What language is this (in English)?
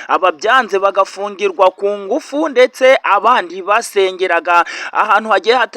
Kinyarwanda